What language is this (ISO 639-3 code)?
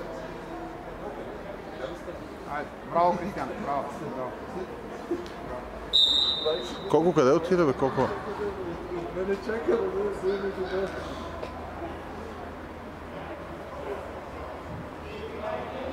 bul